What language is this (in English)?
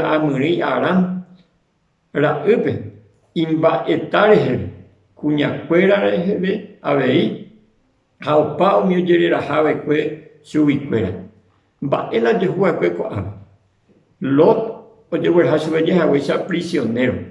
Guarani